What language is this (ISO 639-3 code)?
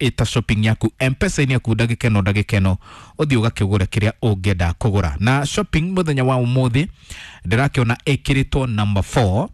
kik